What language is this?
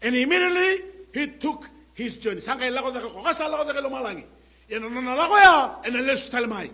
Fijian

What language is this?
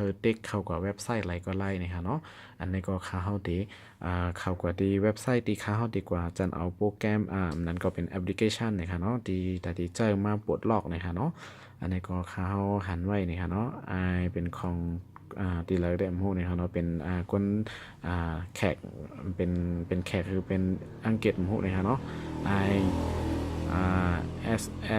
Shan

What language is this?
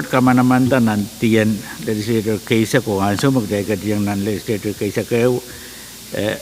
Pohnpeian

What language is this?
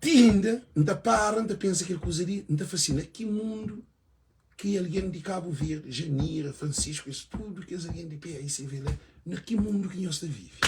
Kabuverdianu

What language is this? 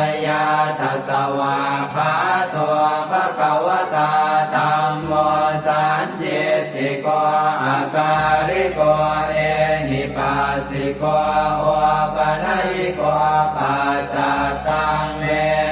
Pali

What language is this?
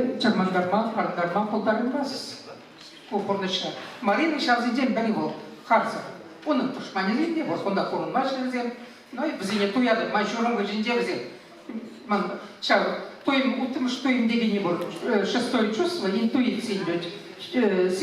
Chuvash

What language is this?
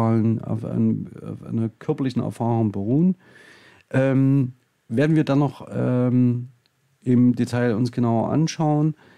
German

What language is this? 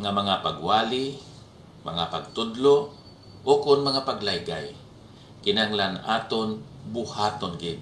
Hiligaynon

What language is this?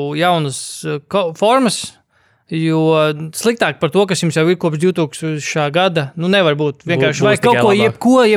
Latvian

